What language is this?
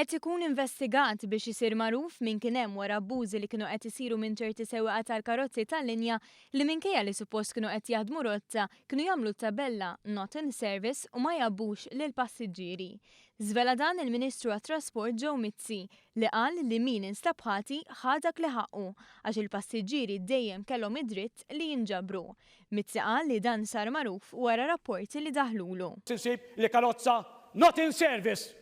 Maltese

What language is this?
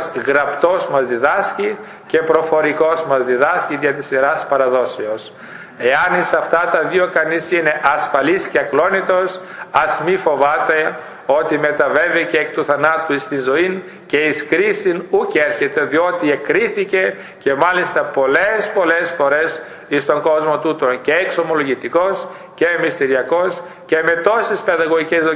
Greek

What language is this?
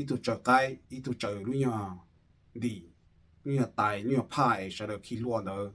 Hmong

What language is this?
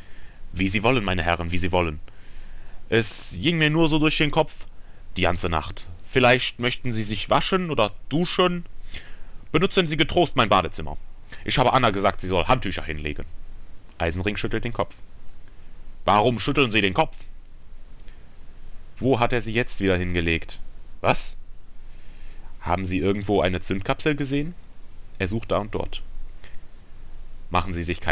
German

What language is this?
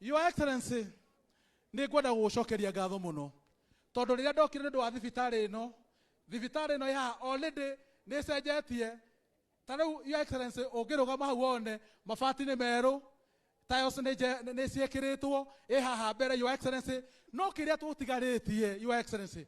Kikuyu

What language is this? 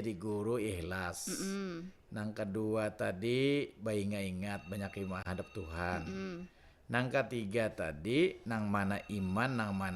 Banjar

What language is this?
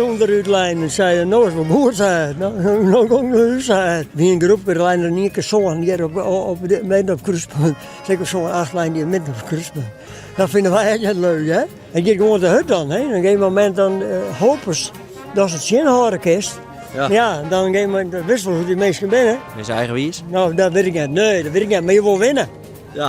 Western Frisian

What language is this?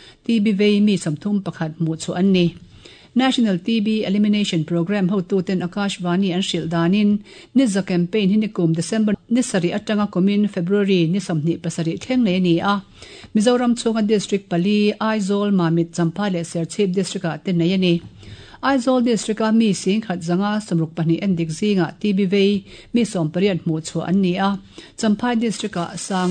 Mizo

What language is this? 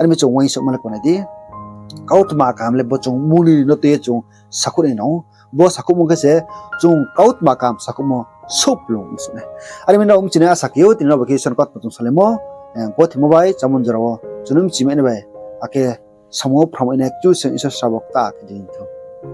Riang (India)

